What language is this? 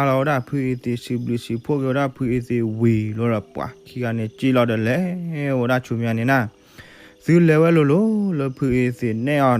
S'gaw Karen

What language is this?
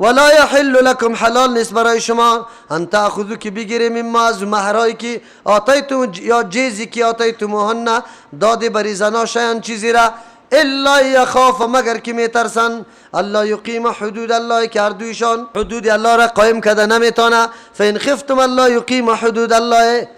Persian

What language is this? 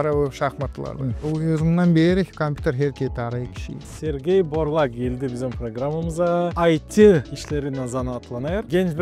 Gagauz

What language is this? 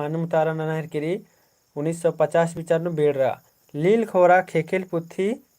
Kurukh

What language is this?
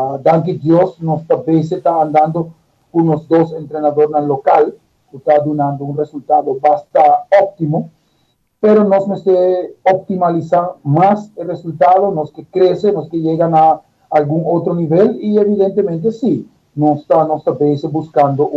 Papiamento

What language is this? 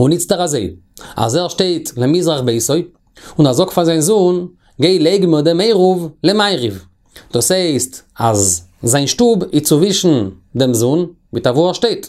Yiddish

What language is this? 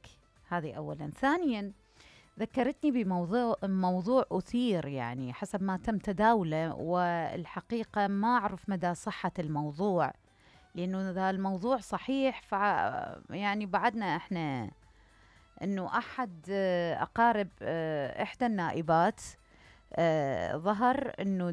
Mesopotamian Arabic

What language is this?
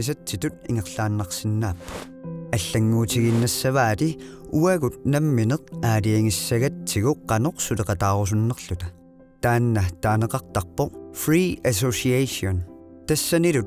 Kalaallisut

